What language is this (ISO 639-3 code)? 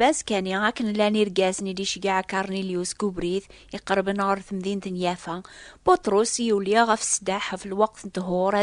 kab